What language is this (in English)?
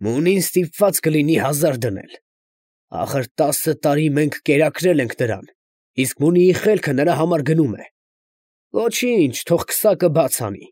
Armenian